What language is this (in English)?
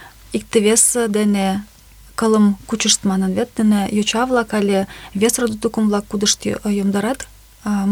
Mari